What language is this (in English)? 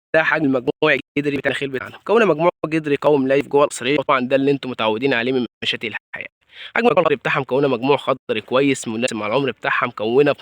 Egyptian Arabic